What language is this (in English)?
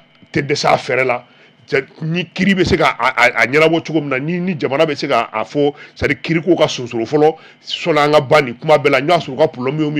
Bambara